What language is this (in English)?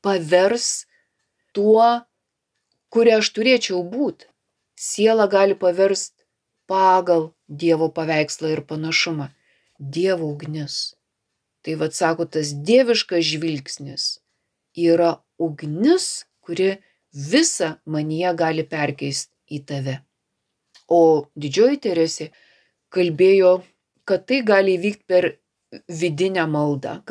Lithuanian